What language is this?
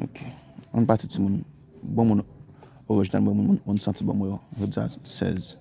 Haitian Creole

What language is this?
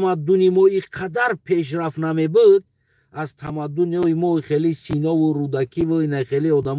Tajik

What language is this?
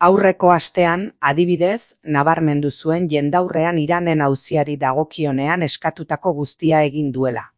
Basque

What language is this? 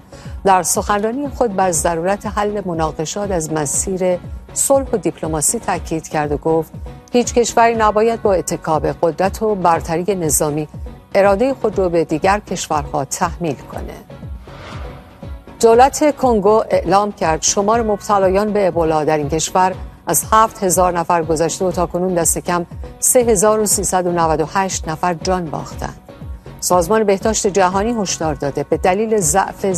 Persian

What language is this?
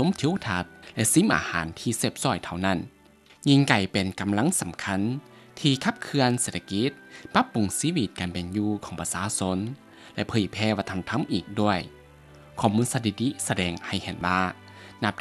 Lao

